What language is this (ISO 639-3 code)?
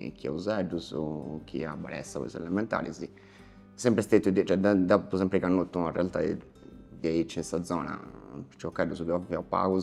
srd